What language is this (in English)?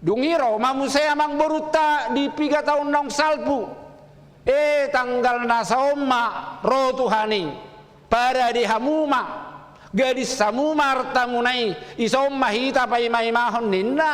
Batak Toba